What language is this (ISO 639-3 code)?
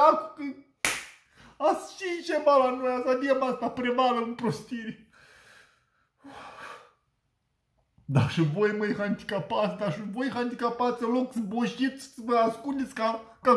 ron